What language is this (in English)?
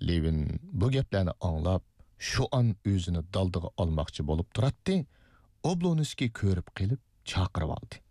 Uyghur